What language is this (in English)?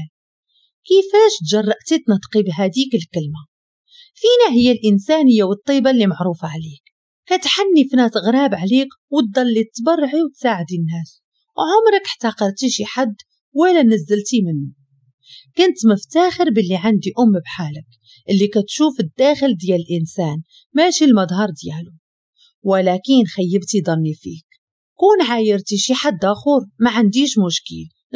Moroccan Arabic